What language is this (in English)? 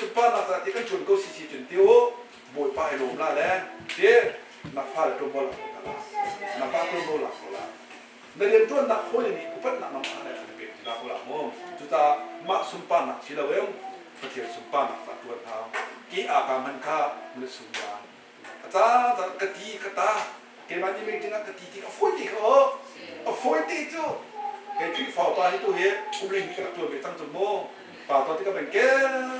Hakha Chin